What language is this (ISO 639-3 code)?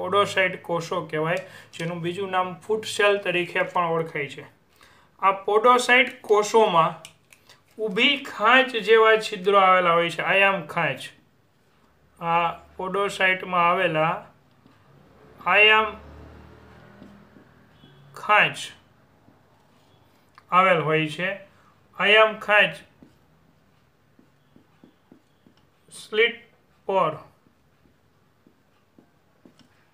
guj